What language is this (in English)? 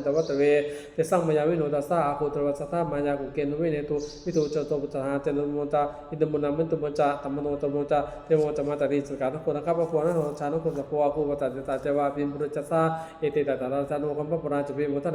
Pali